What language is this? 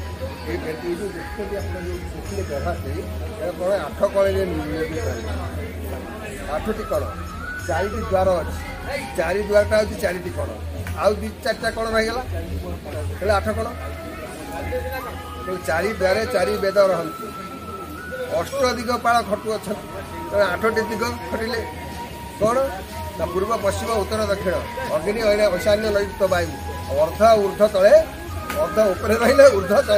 Odia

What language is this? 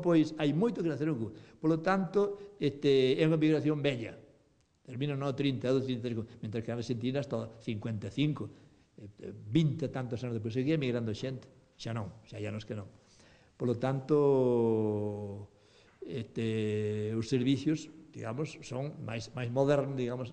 Galician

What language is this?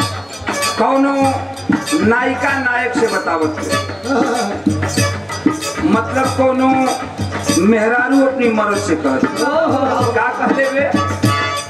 Bhojpuri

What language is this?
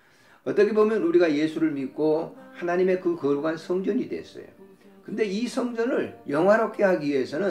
Korean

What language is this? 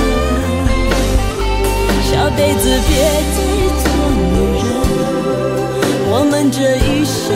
Chinese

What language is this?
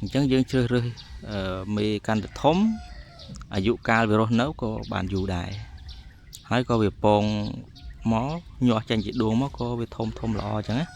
Khmer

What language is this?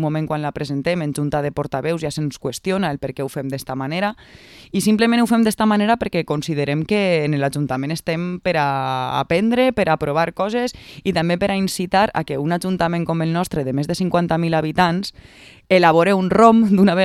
Catalan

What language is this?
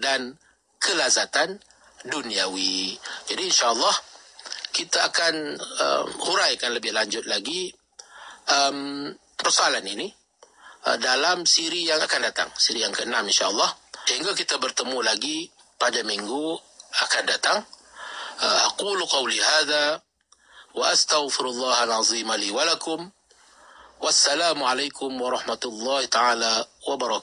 Malay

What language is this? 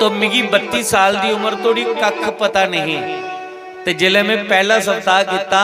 Dogri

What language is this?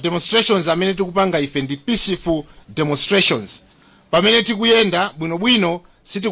Nyanja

